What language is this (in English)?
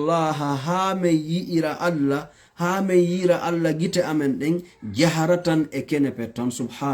Fula